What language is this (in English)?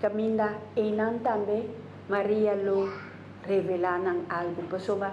Papiamento